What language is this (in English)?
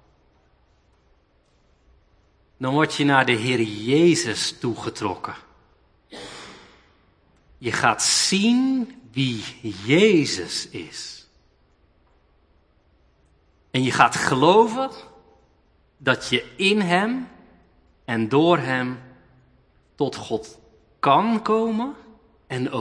Dutch